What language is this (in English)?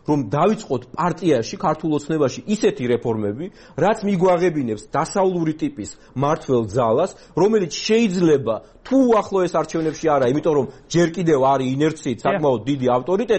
Georgian